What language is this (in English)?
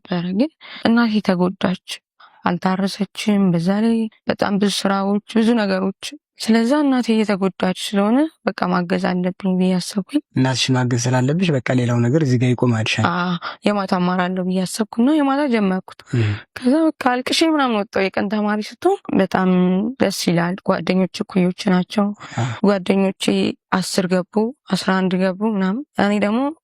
Amharic